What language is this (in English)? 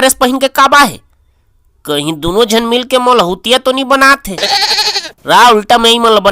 Chhattisgarhi